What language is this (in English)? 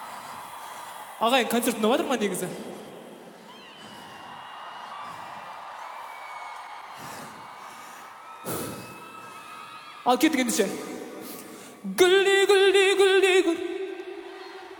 Kazakh